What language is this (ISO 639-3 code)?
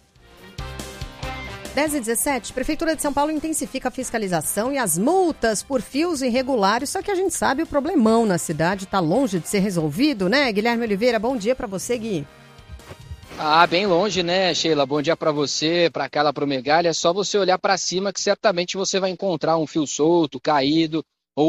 por